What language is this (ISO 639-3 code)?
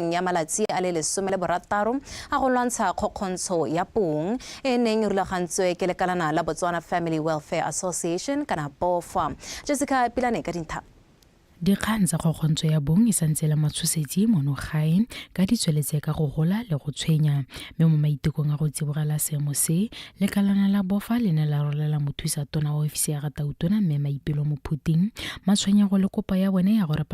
tsn